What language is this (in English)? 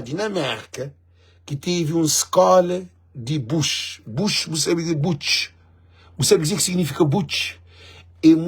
Kabuverdianu